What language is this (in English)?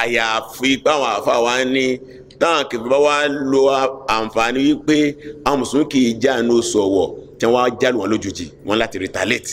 Yoruba